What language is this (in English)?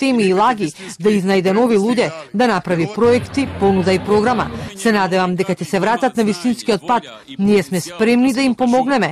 Macedonian